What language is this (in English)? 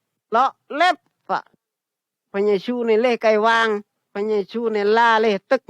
Phai